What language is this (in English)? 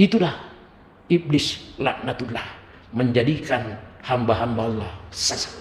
Buginese